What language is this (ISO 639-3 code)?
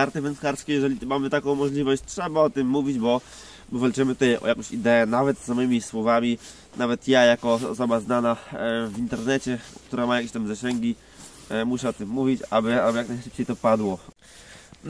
pol